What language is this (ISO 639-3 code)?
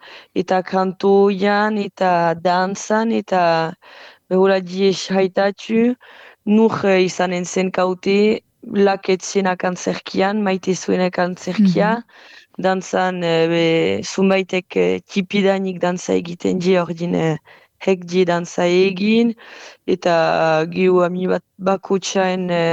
eus